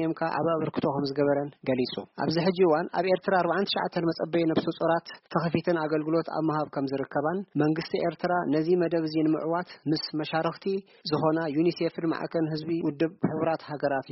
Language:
Tigrinya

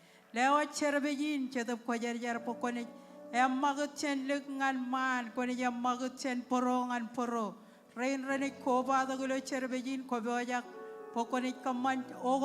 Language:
Marshallese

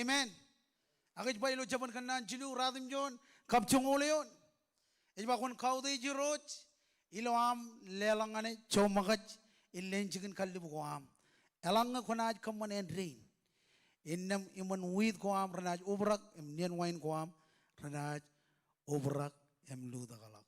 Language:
Marshallese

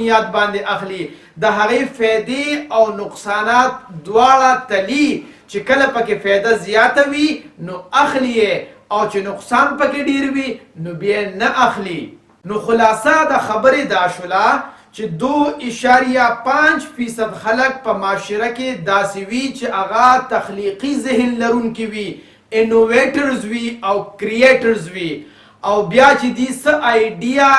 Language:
Pashto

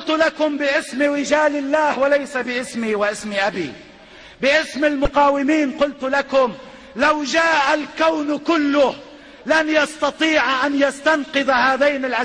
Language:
Urdu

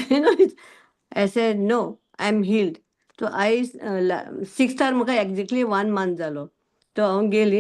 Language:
Konkani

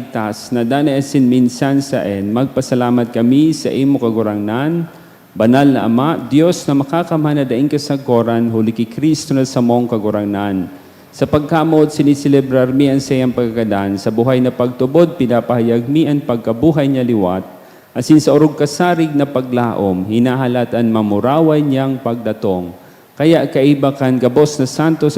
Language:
Bikol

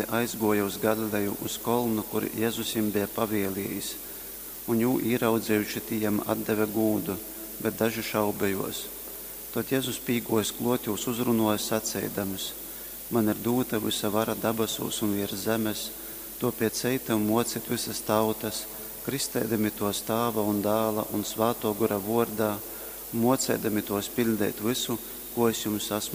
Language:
Latgalian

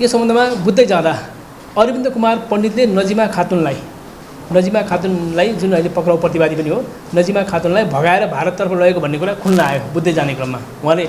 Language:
Nepali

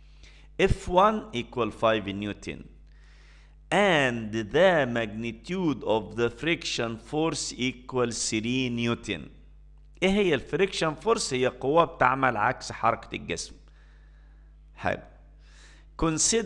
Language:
Egyptian Arabic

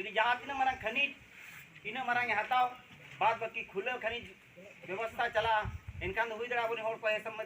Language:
Santali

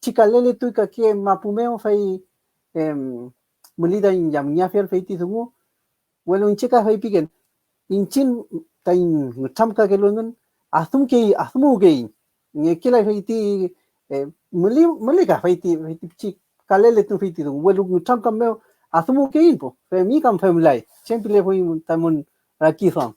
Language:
Mapuche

